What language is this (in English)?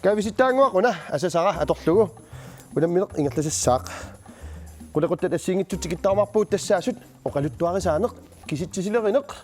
Kalaallisut